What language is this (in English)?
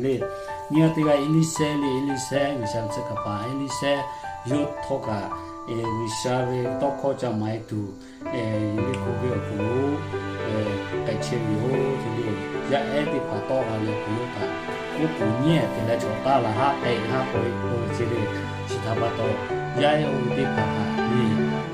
Lahu